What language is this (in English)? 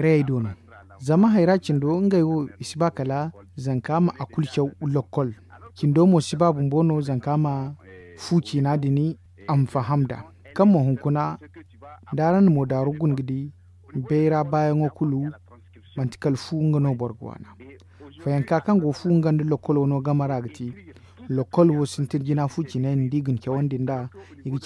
Zarma